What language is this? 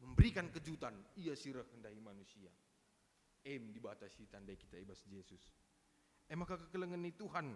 Batak Karo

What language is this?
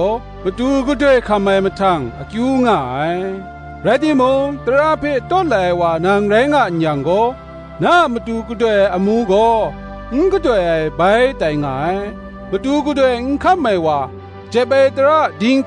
Kachin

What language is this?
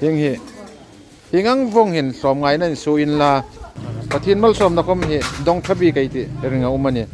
Hmar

